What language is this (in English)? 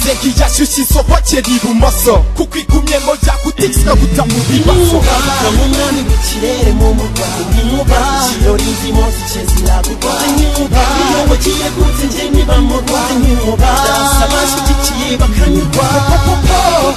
Kinyarwanda